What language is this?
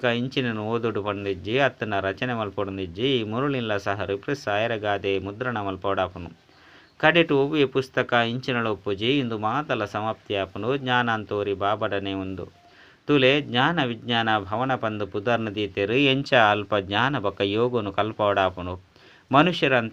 Tulu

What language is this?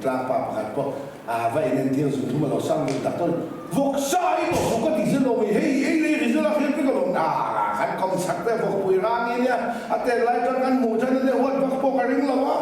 Mizo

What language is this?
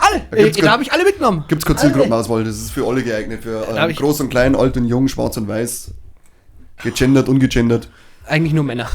Bavarian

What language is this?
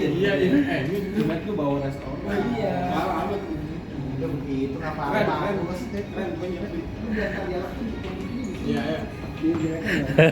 Betawi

